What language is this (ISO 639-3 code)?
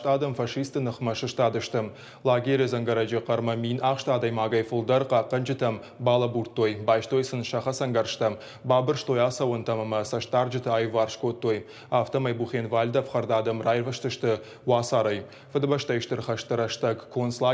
oss